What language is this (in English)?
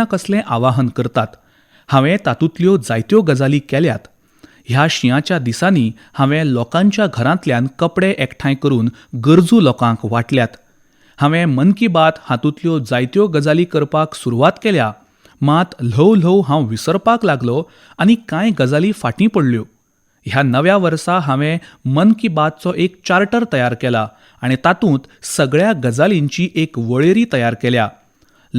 Konkani